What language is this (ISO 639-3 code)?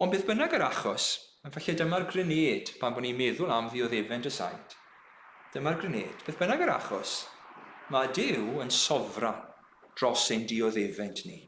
cym